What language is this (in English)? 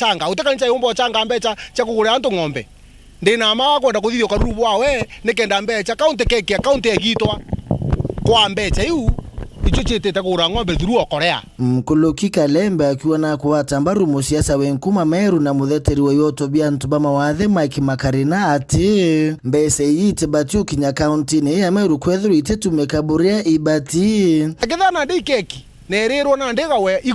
Meru